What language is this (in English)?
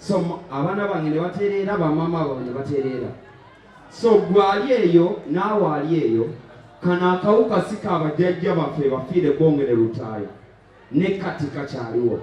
Ganda